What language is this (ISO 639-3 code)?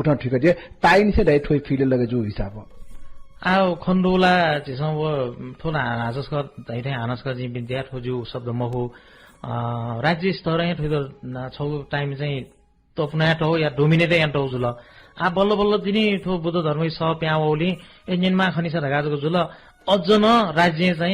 new